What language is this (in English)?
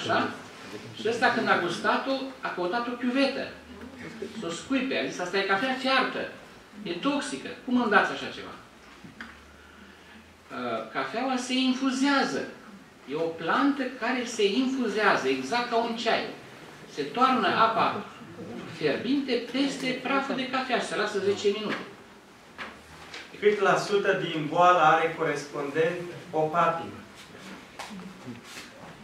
Romanian